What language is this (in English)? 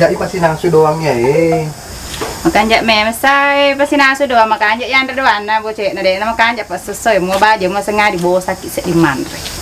Buginese